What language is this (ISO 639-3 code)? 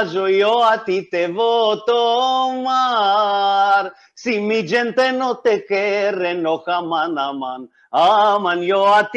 lad